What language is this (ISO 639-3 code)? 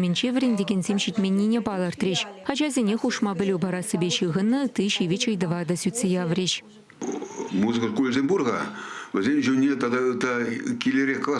chv